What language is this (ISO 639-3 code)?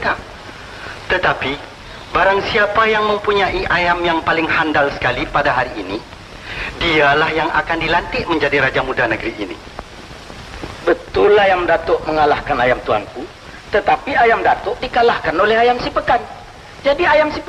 msa